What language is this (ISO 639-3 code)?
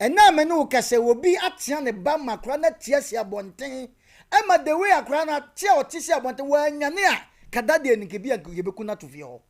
aka